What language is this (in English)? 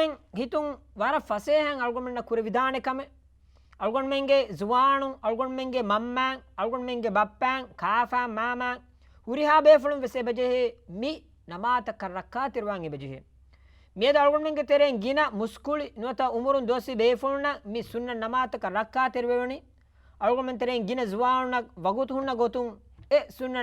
Divehi